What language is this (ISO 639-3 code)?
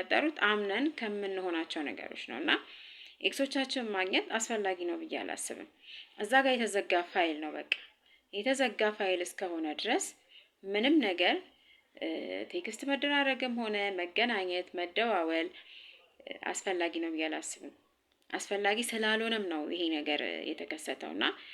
amh